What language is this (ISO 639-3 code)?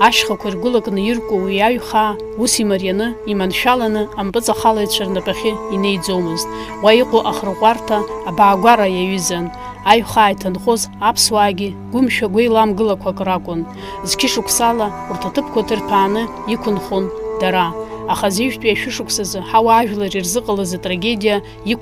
abk